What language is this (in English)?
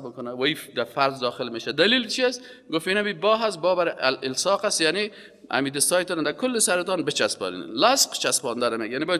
Persian